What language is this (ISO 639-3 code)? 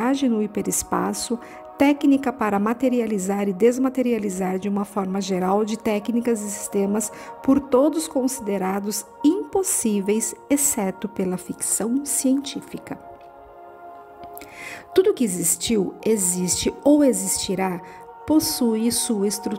por